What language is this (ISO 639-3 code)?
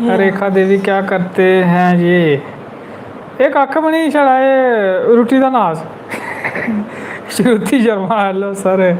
doi